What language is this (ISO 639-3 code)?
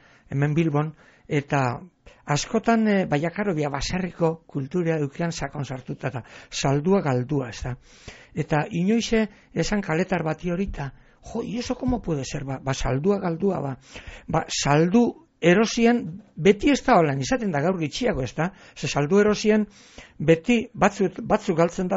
eus